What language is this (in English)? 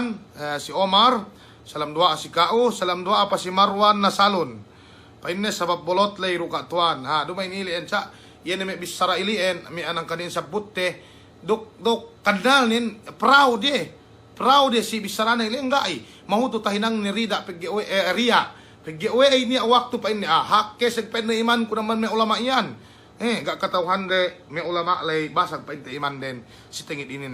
Yakan